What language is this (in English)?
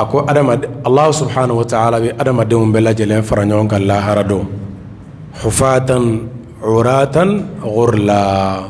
Bambara